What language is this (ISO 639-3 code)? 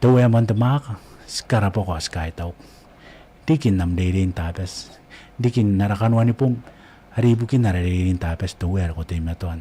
gil